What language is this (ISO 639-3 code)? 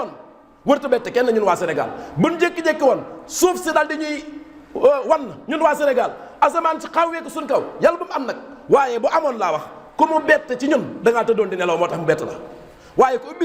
wol